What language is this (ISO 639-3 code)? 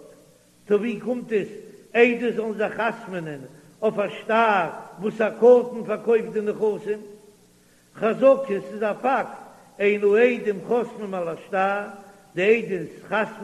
yid